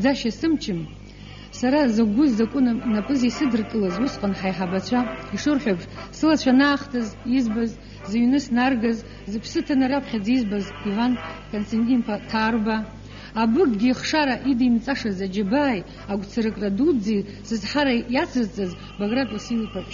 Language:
Abkhazian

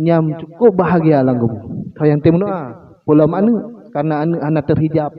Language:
Achinese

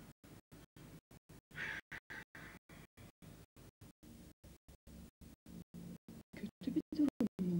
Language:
Turkish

